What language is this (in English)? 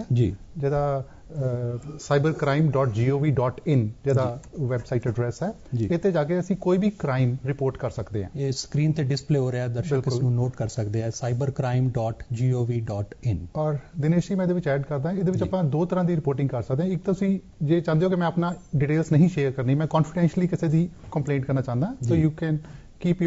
Punjabi